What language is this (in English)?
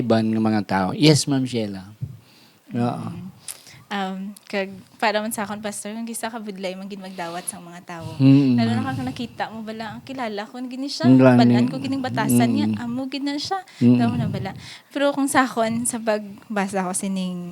Hiligaynon